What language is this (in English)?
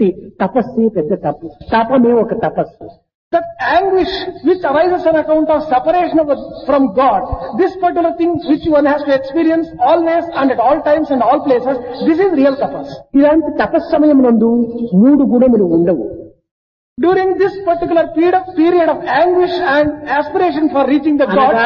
Telugu